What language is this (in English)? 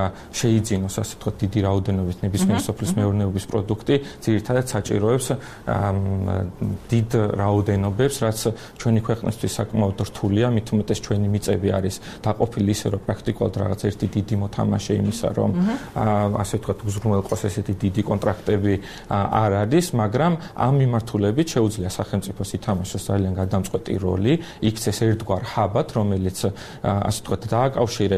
Georgian